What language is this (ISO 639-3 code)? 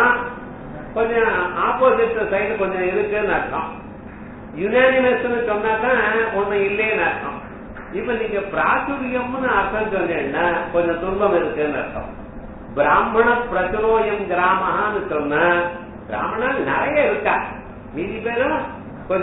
tam